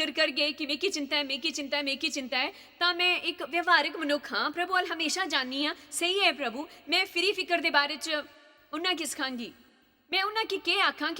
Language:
Dogri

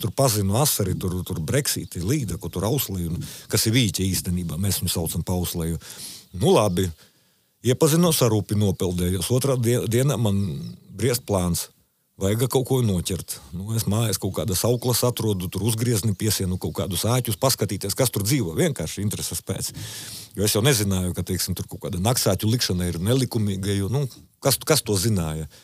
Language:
Latvian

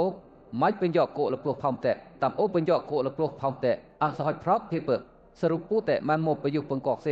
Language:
Western Lawa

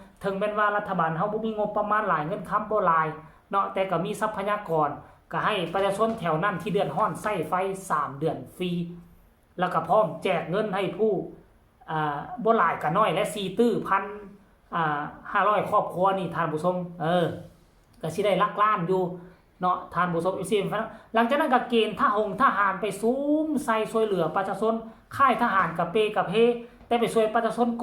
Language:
Lao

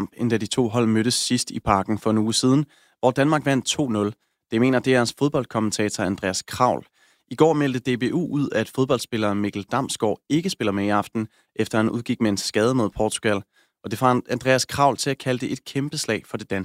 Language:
Danish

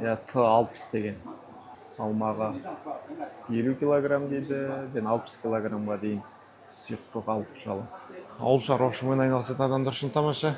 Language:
Kazakh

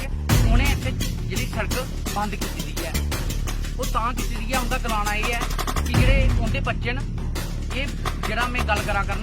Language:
Dogri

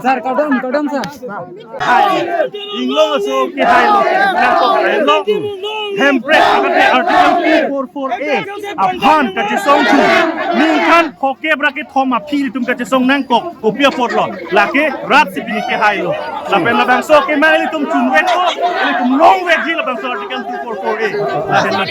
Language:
Karbi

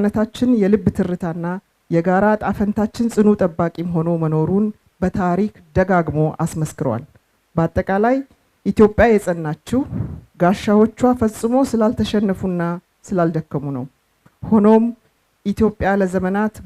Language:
Amharic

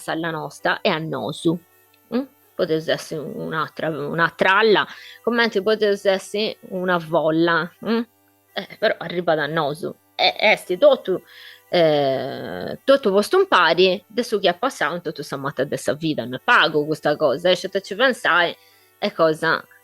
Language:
Sardinian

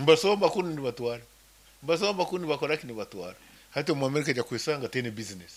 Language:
Nyankole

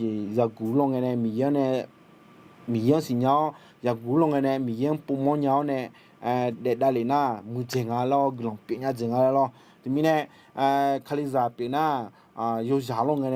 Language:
Akha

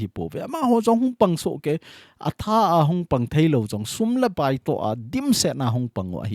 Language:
Thado Chin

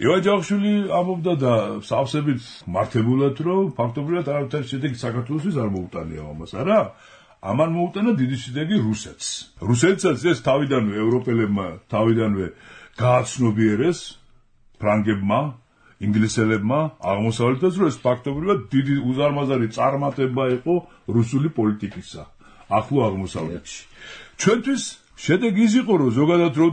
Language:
Georgian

